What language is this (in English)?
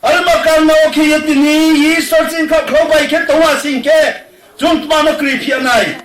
Riang (India)